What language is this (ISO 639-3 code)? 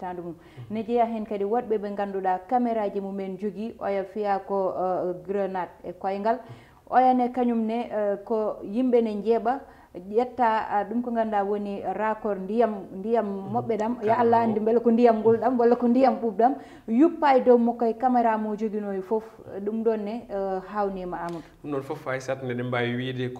ful